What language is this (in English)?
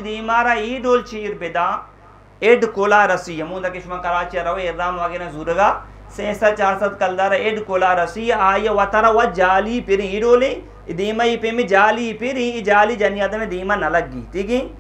Eastern Balochi